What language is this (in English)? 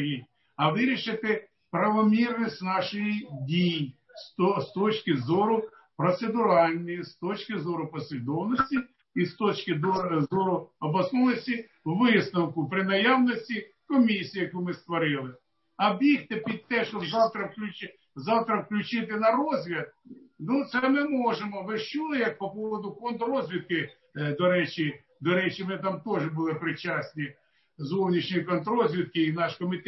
Ukrainian